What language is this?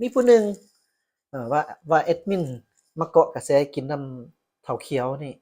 Lao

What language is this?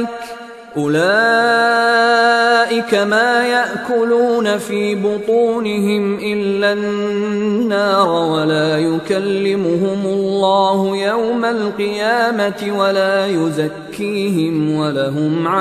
Arabic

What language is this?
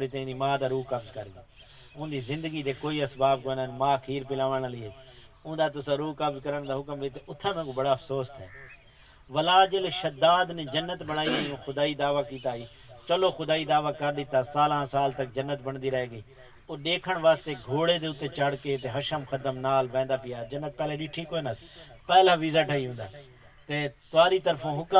Saraiki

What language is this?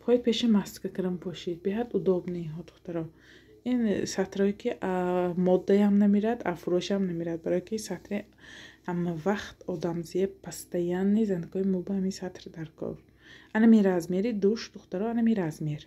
Tajik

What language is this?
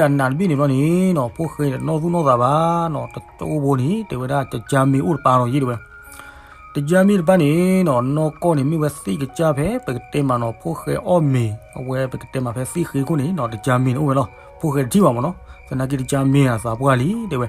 S'gaw Karen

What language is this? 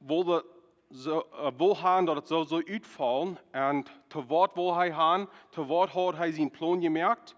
Plautdietsch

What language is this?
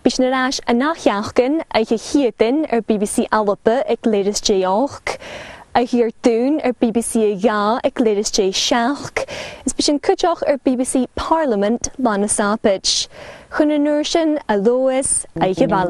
Scottish Gaelic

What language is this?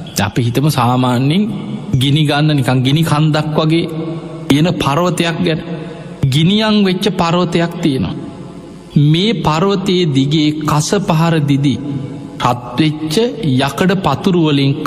Sinhala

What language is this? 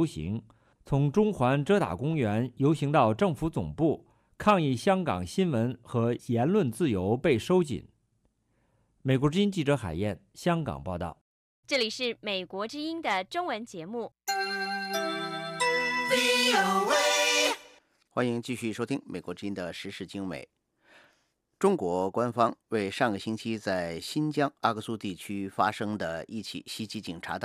Chinese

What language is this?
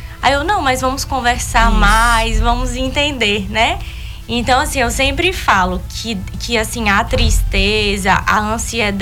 Portuguese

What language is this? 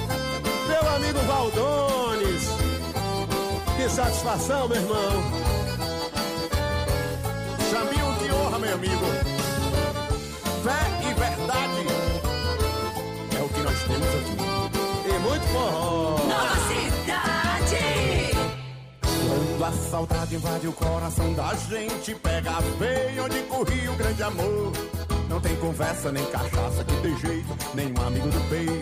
Portuguese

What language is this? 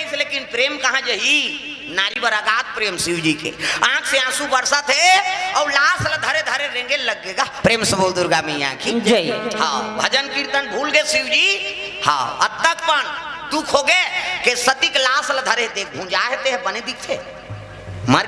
Chhattisgarhi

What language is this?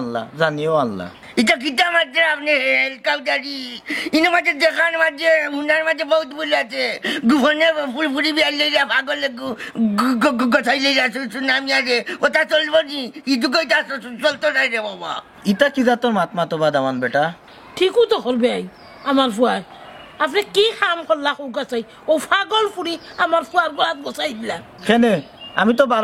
Sylheti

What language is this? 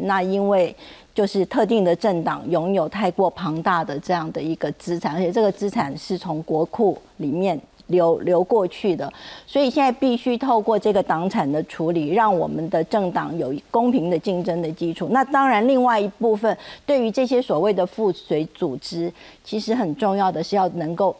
Chinese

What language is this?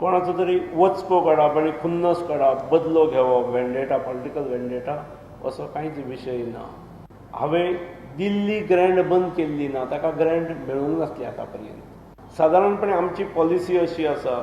Konkani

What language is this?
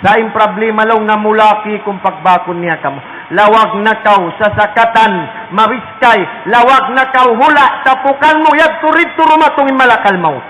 Tausug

